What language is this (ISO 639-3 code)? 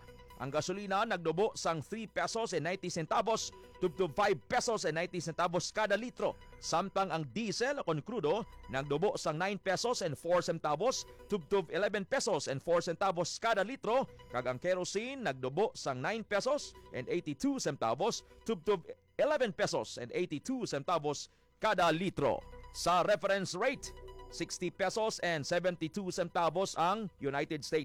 hil